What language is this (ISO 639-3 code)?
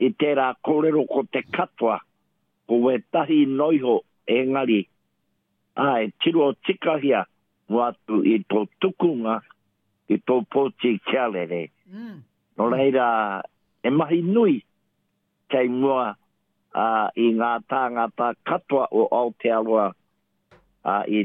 mri